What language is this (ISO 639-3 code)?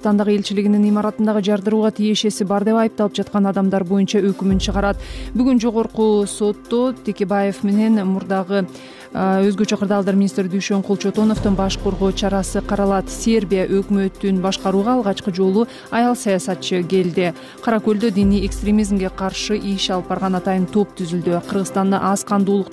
kir